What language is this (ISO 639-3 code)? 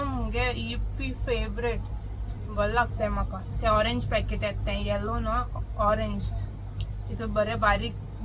kok